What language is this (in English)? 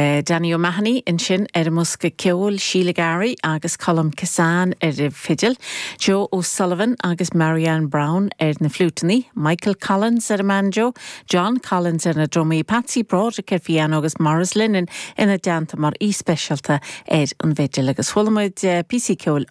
Irish